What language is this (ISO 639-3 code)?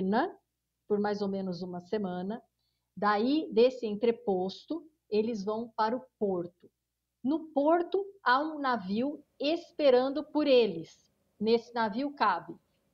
por